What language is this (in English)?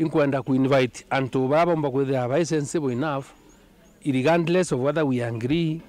Meru